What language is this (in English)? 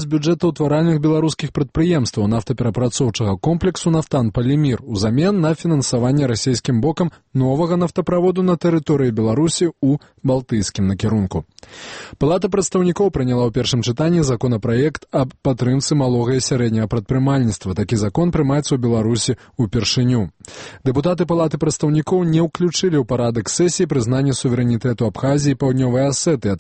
Belarusian